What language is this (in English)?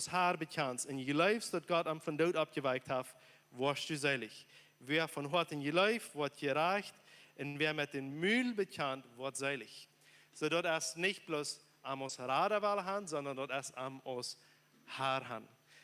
Plautdietsch